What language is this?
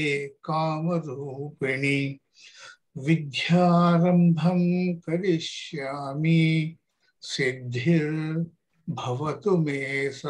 Sanskrit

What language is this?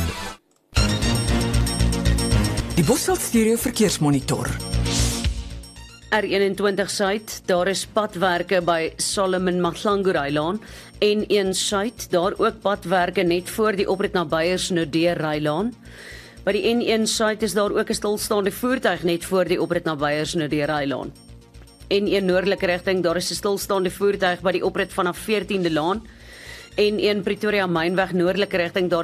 Afrikaans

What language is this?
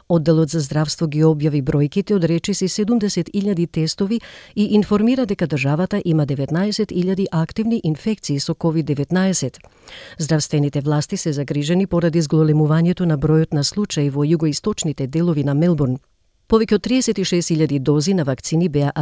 Macedonian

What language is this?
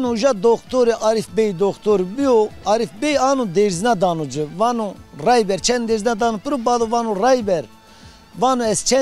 Zaza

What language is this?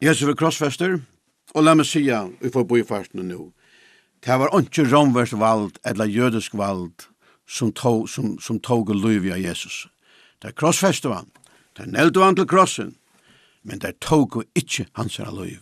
Faroese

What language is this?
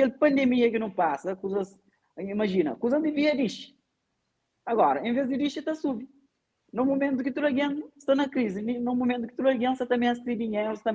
Kabuverdianu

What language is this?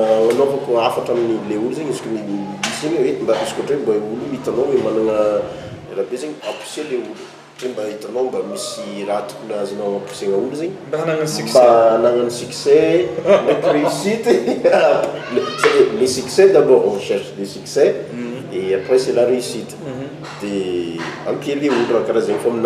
Malagasy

